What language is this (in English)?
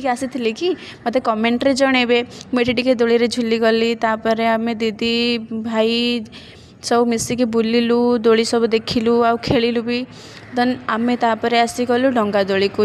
Odia